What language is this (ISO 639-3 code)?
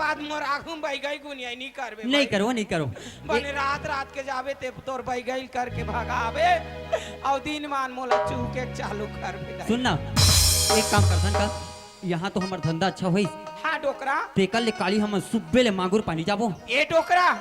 hne